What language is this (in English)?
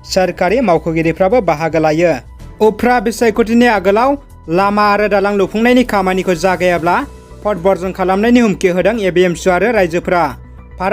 Bodo